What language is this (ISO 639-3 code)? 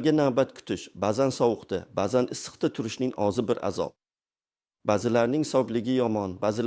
uzb